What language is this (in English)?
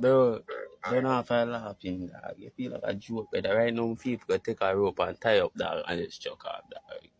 Jamaican Creole English